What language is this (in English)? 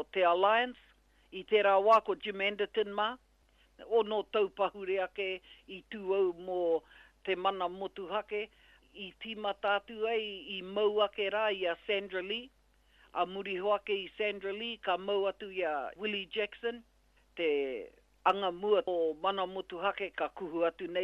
Māori